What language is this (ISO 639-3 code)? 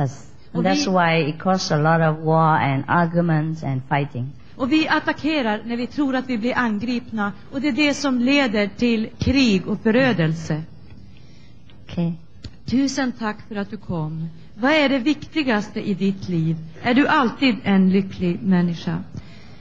swe